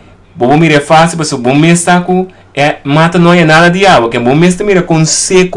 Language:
Papiamento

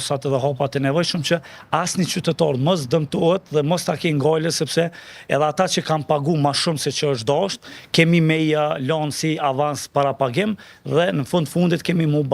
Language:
Albanian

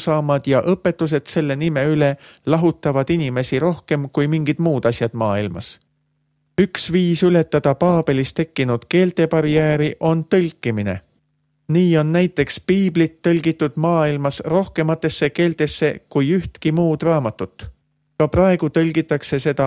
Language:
Estonian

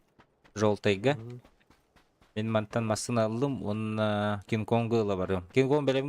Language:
Yakut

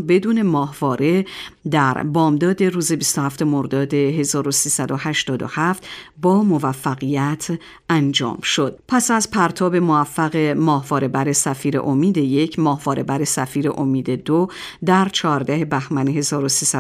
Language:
Persian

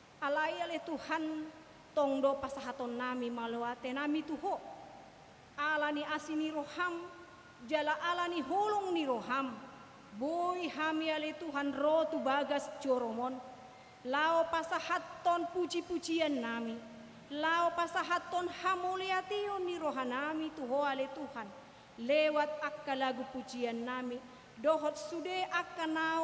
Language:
Batak Toba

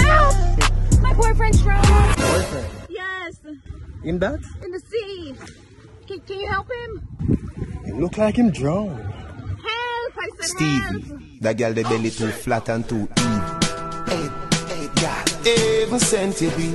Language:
Jamaican Creole English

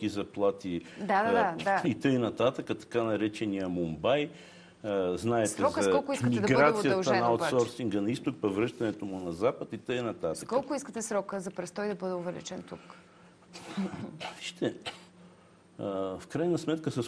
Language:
Bulgarian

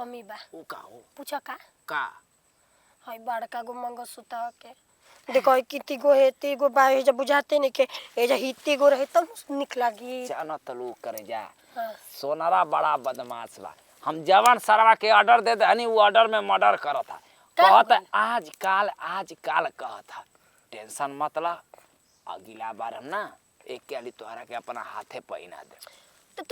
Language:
Bhojpuri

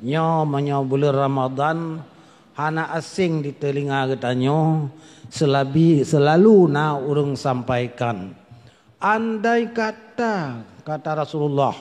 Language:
Achinese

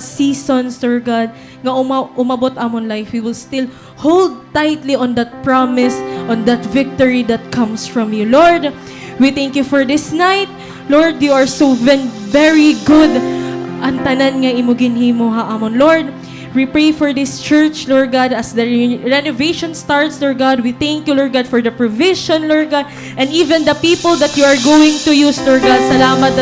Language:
Waray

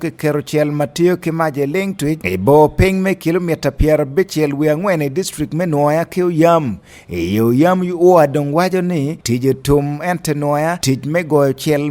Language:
Acoli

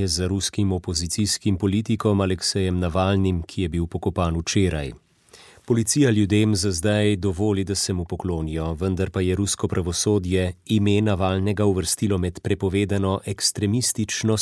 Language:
Slovenian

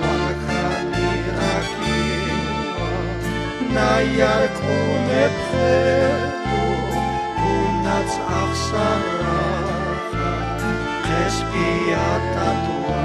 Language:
Aymara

